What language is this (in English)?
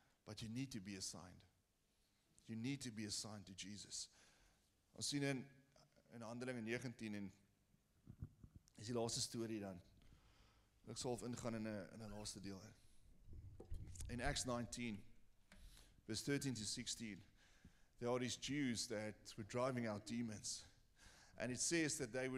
Afrikaans